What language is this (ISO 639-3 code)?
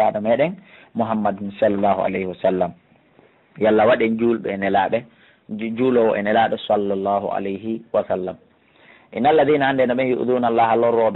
ful